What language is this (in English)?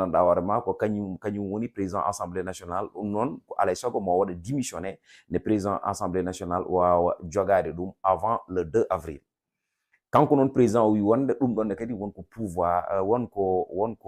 Fula